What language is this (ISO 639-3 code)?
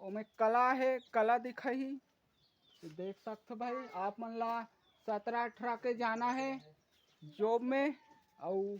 hne